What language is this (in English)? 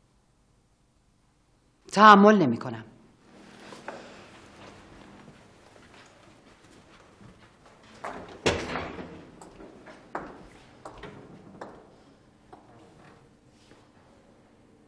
Persian